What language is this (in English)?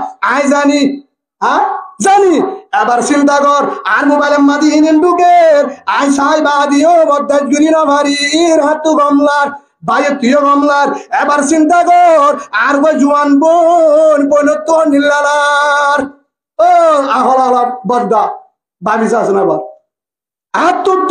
Rohingya